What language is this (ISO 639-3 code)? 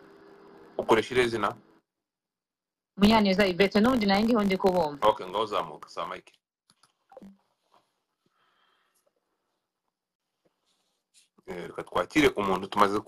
kin